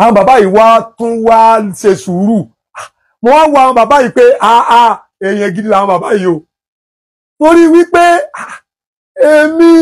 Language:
Yoruba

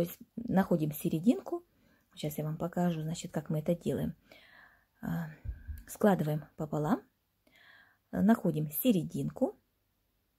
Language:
Russian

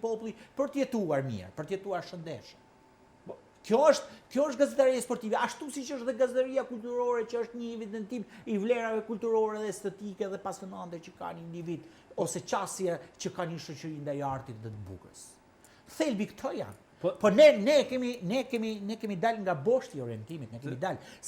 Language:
Albanian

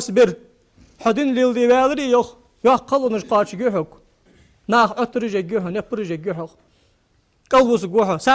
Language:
Ingush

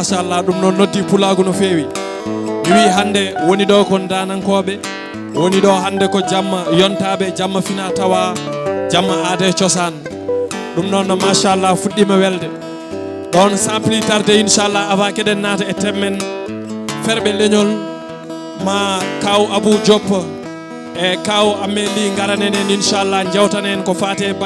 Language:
Fula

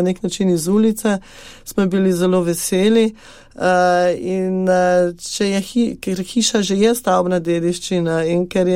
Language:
Slovenian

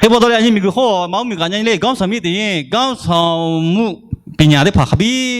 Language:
Lahu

